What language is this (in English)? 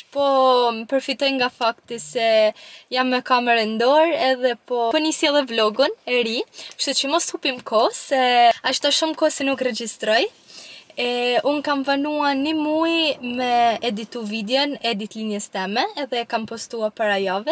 Albanian